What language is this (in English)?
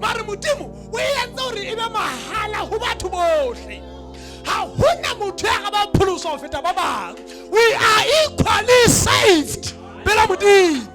Southern Sotho